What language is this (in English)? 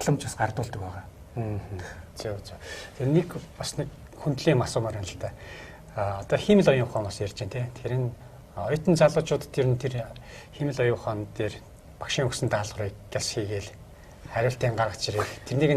Mongolian